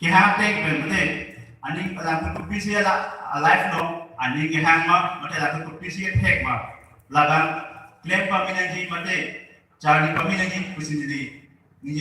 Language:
Karbi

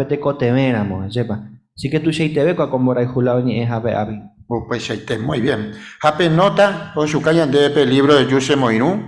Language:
Guarani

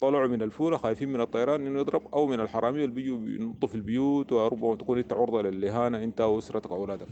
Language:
Sudanese Arabic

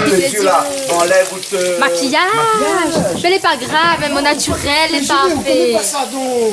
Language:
Réunion Creole French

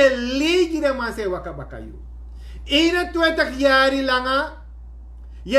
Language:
Sranan Tongo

